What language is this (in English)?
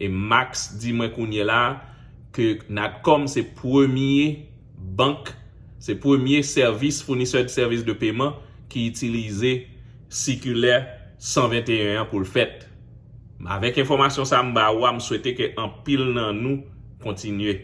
Haitian Creole